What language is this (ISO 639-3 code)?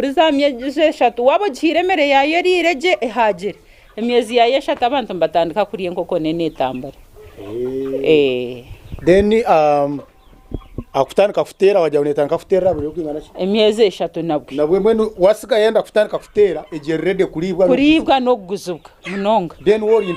nyn